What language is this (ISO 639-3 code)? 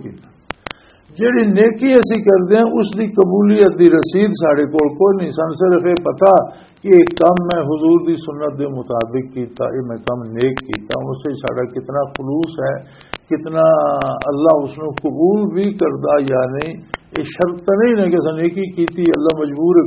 lah